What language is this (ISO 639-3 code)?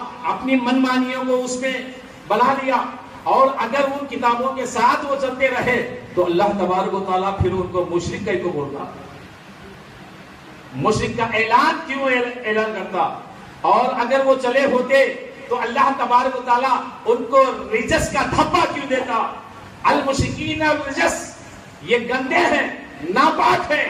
urd